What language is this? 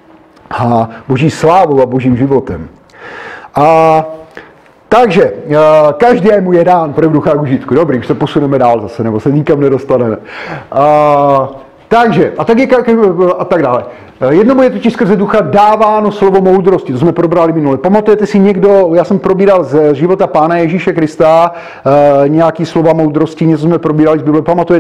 Czech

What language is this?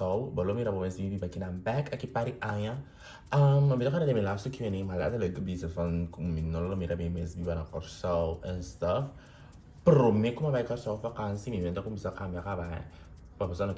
Papiamento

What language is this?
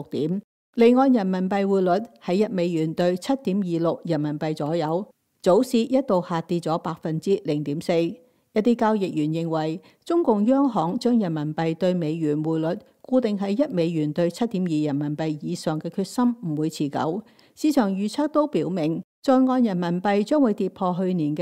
Cantonese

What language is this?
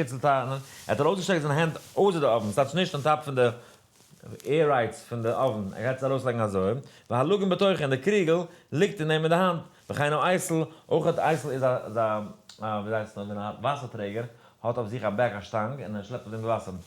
Yiddish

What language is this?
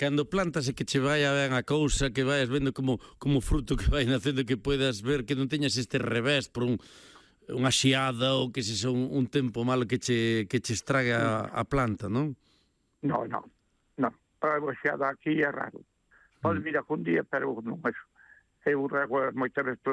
Galician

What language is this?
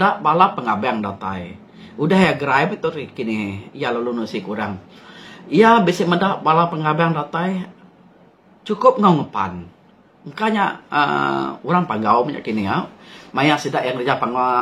Iban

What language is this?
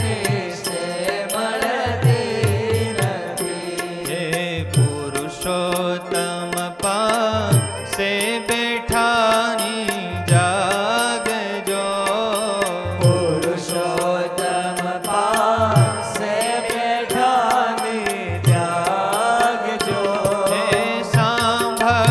Gujarati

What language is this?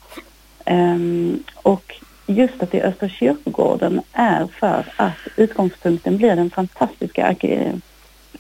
Swedish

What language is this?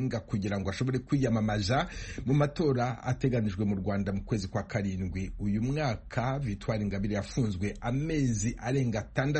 Kinyarwanda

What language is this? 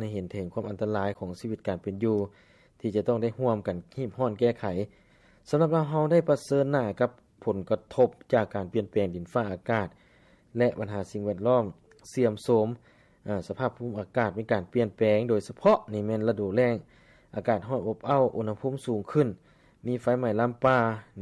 Lao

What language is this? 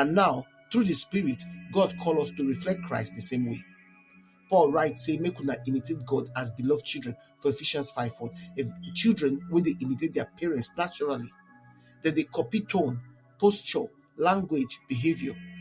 Nigerian Pidgin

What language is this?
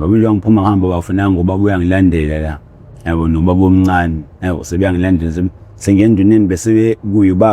Zulu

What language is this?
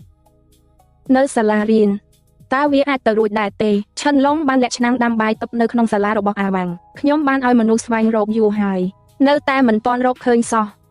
Khmer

